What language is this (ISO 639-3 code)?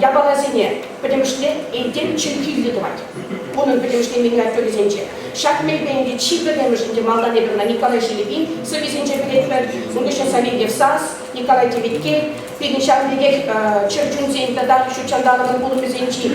chv